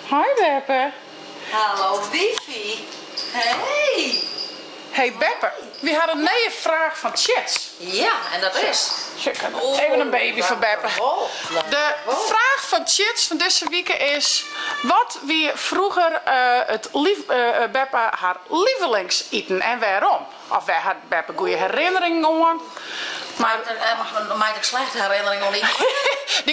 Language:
Western Frisian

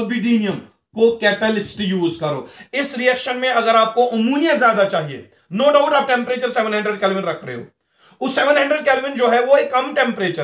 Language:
Hindi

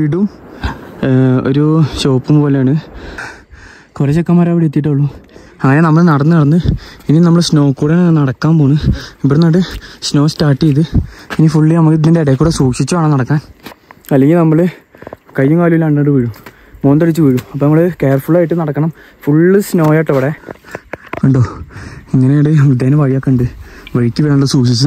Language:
Malayalam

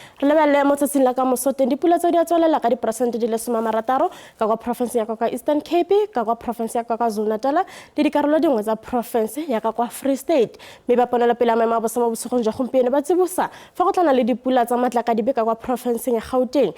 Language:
Tswana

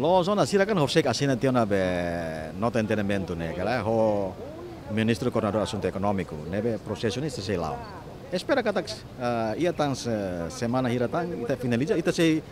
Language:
Tetum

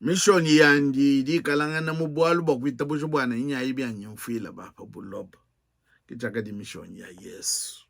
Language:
Luba-Lulua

